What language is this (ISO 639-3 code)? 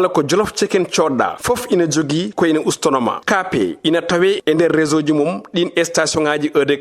ful